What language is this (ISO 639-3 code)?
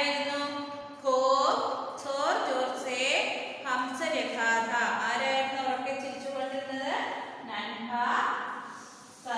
mal